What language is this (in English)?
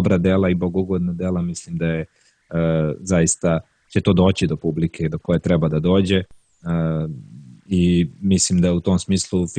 Serbian